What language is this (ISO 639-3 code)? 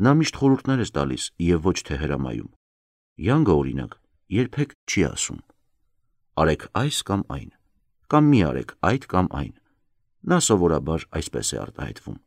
hye